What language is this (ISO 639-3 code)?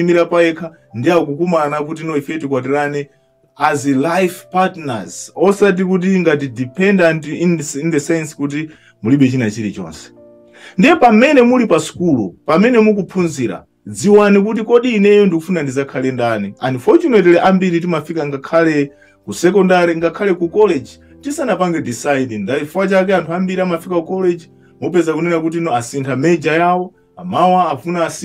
nya